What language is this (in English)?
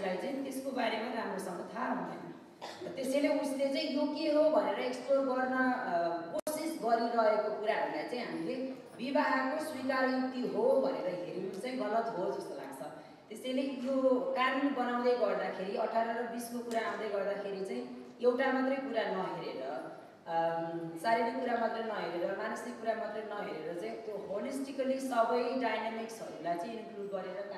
Nepali